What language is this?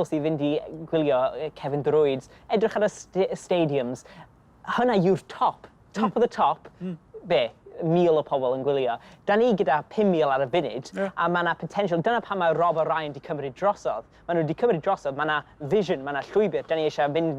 Welsh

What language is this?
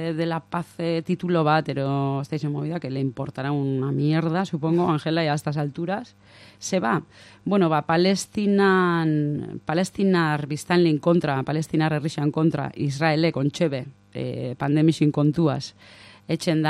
Basque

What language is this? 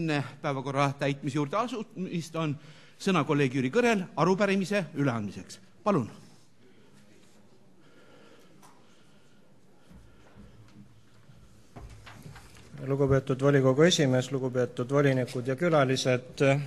Estonian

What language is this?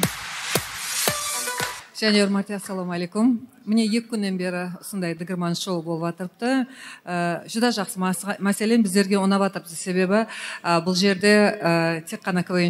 Kazakh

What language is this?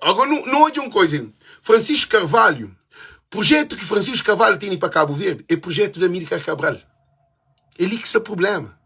Kabuverdianu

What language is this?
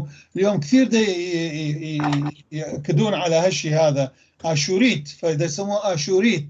North Levantine Arabic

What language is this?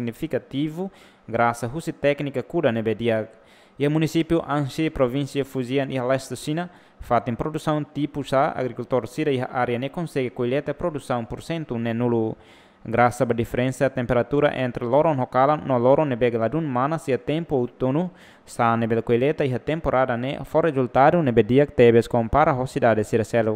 Tetum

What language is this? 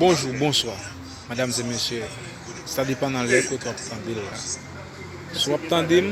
Haitian Creole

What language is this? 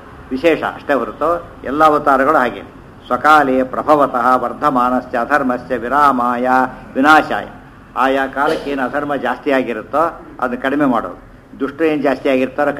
Kannada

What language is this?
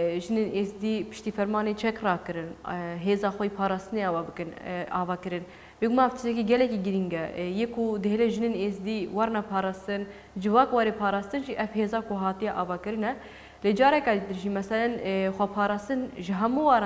Kurdish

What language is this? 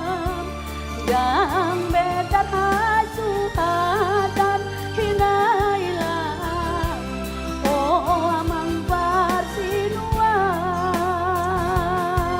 Batak Toba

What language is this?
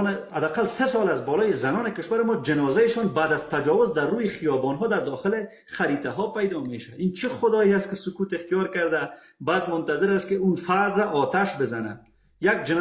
Persian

